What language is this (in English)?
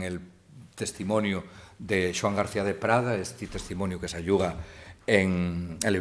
Asturian